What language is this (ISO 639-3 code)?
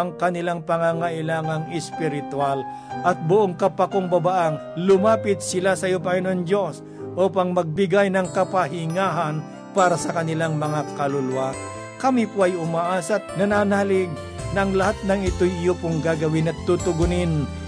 fil